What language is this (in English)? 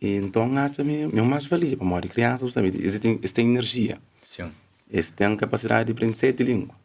Kabuverdianu